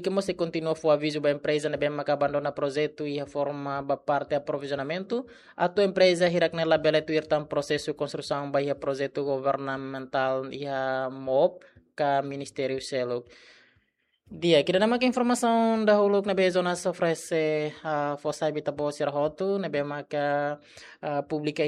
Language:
Tetum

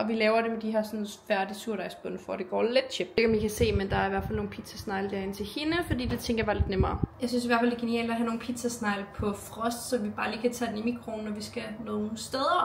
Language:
Danish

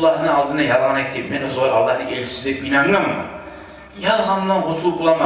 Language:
Kumyk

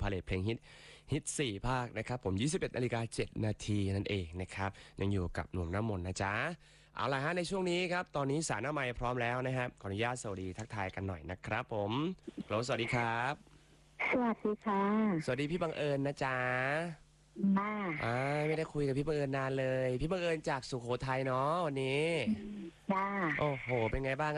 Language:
Thai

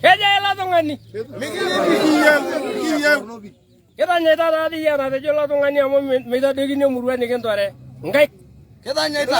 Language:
Masai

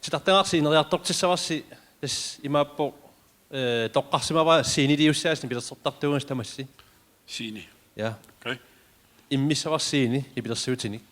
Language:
Kalaallisut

